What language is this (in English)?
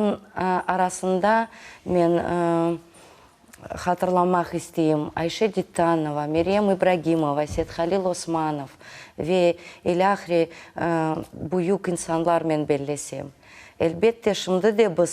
Crimean Tatar